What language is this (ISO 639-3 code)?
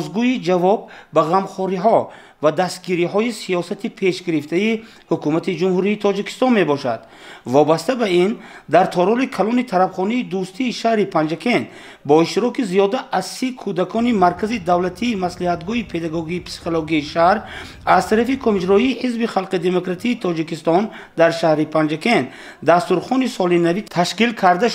tgk